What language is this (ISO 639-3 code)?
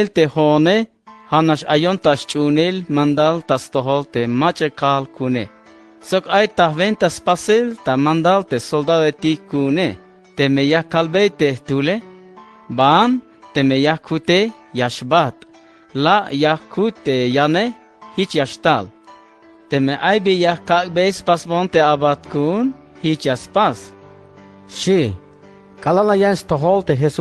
tzh